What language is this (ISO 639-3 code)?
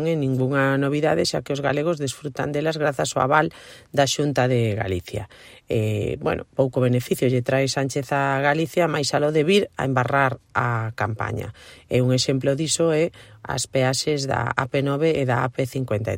glg